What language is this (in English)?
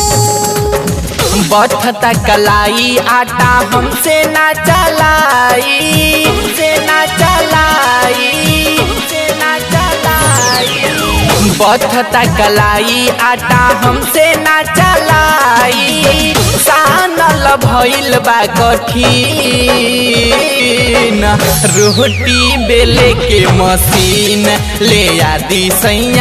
Bhojpuri